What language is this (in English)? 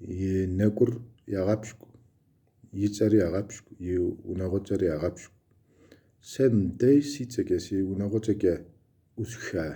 Kabardian